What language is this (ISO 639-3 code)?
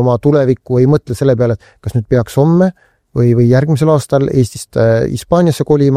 est